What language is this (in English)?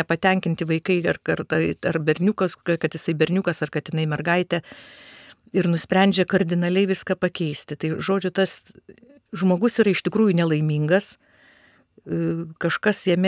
Lithuanian